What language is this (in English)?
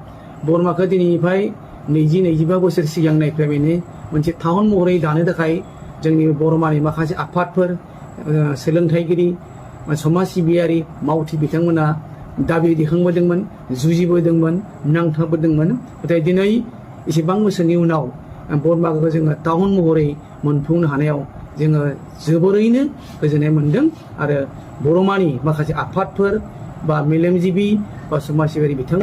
Bodo